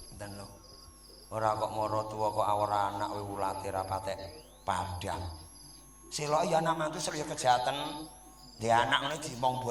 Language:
Javanese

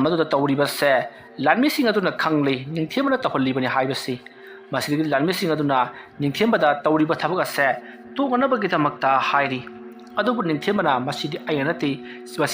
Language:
Manipuri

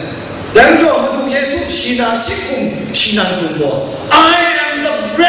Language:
Kachin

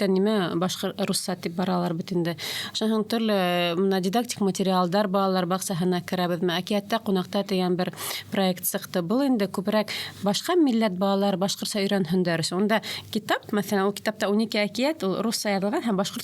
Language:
Bashkir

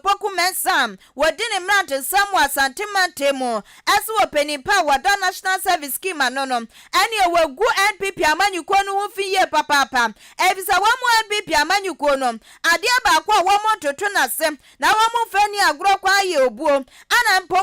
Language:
Akan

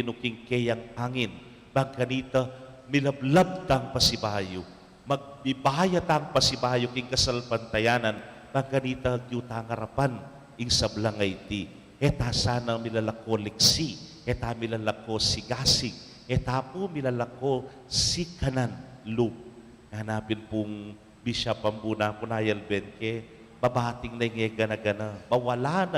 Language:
Pampanga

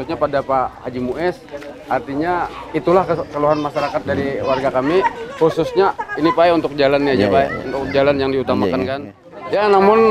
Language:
Banjar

